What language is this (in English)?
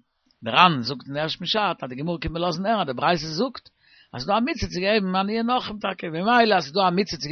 Yiddish